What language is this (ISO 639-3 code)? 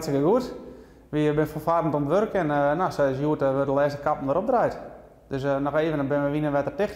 fry